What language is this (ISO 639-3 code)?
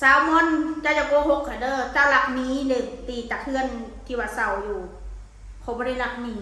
tts